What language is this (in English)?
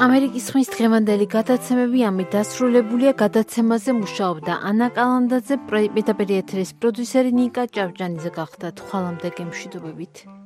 Georgian